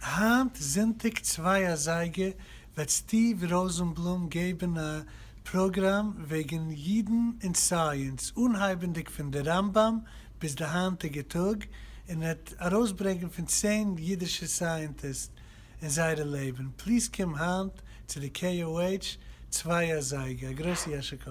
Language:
Yiddish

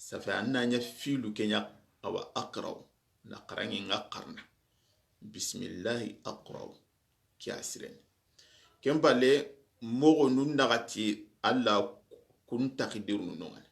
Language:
Soninke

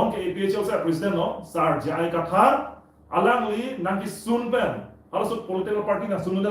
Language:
Karbi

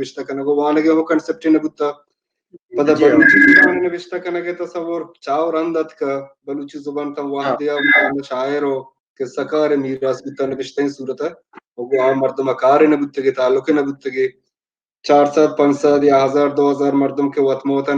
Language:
Baluchi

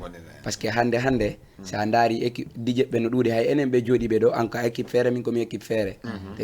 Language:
Fula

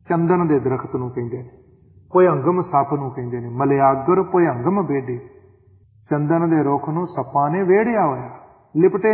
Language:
Punjabi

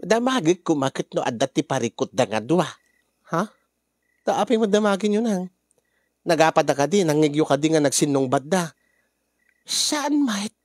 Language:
Iloko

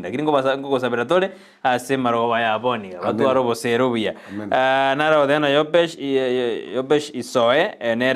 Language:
Gusii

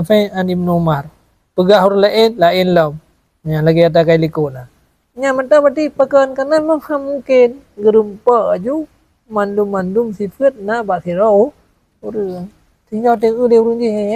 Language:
Achinese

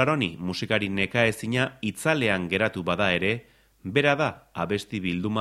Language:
Basque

